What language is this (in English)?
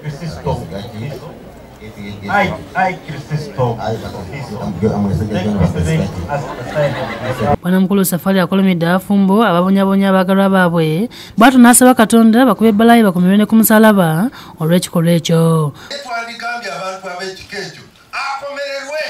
Ganda